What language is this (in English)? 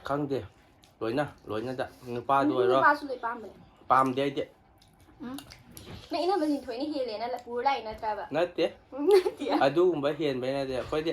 Manipuri